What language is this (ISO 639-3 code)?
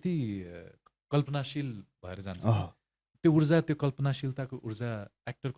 nep